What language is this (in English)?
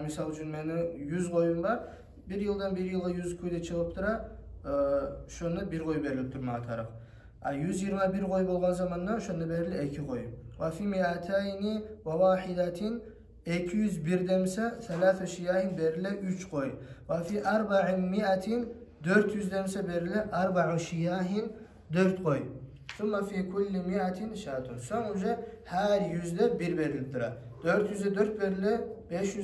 Kumyk